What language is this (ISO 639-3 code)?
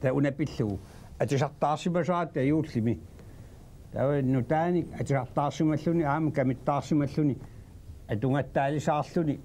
kal